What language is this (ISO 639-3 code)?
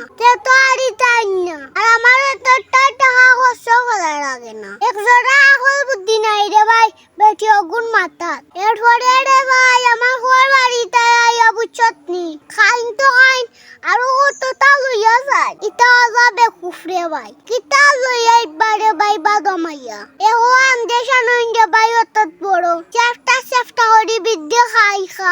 syl